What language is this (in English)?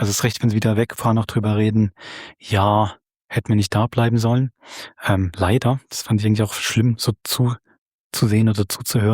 Swiss German